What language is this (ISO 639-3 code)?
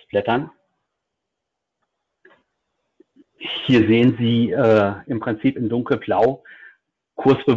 deu